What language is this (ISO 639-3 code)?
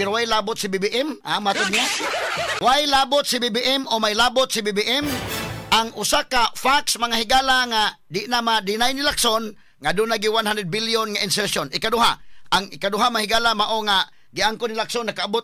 ceb